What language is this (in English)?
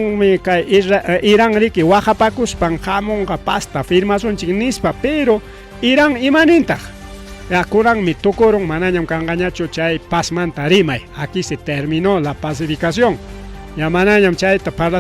Ayacucho Quechua